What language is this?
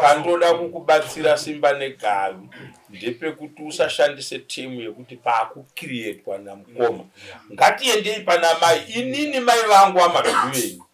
Shona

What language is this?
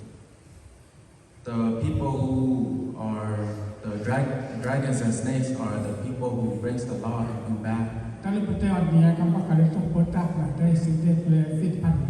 S'gaw Karen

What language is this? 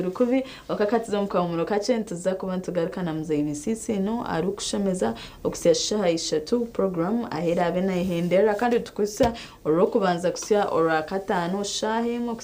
Nyankole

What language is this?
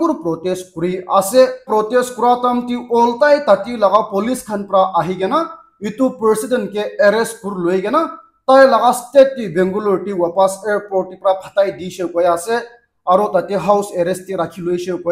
Naga Pidgin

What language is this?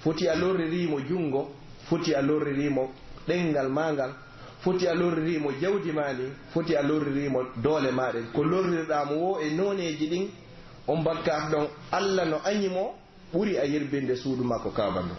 Pular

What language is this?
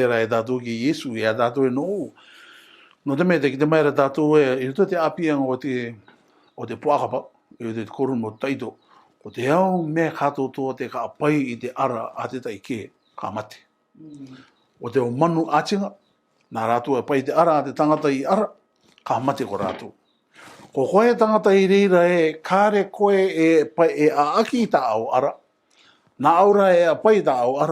Rarotongan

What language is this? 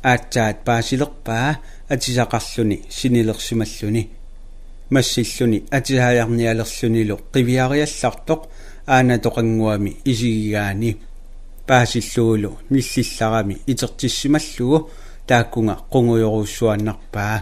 Kalaallisut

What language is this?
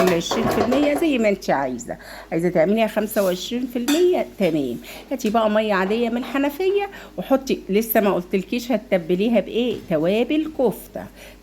Egyptian Arabic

